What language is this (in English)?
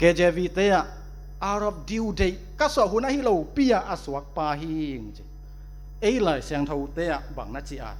Tedim Chin